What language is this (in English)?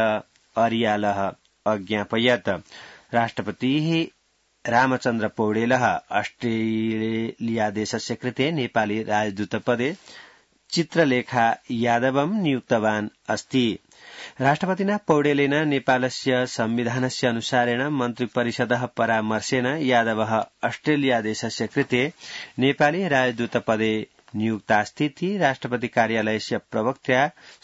Sanskrit